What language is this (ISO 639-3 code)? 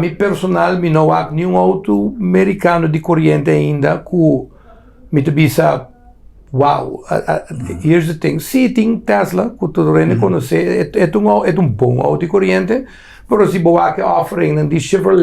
pap